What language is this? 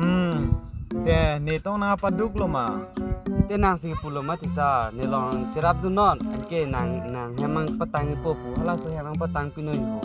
Karbi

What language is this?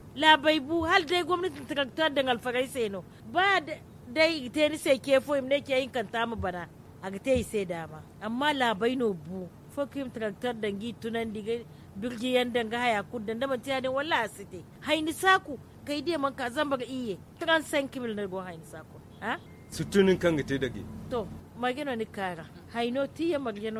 Zarma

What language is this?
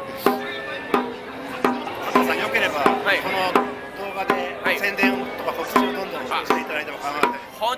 Japanese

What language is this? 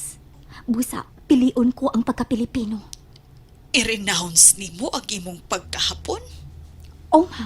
Cebuano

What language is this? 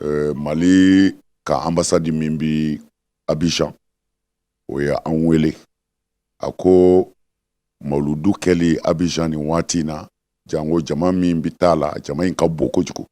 Bambara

